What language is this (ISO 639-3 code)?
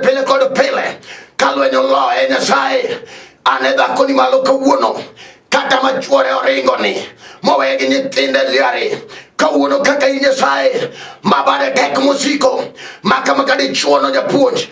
luo